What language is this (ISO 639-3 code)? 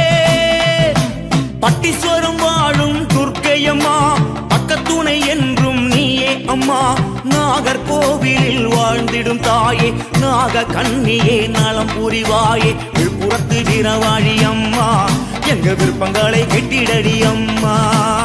tam